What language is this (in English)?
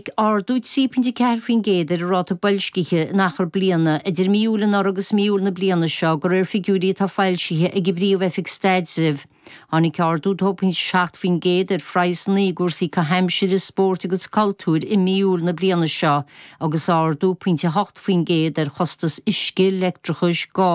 Irish